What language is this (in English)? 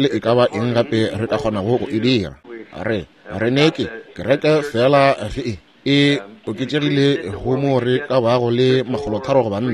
Northern Sotho